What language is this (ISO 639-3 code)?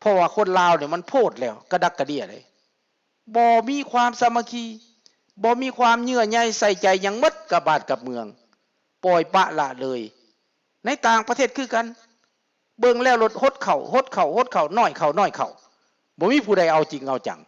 lao